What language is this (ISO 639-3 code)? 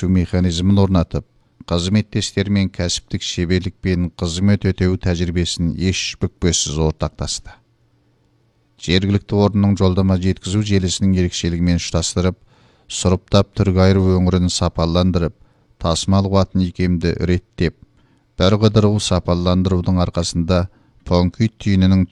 kaz